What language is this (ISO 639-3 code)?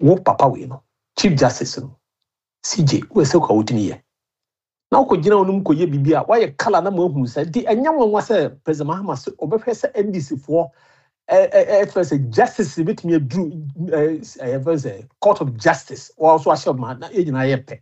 aka